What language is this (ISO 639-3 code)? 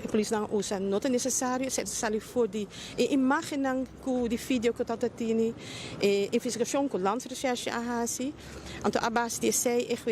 pap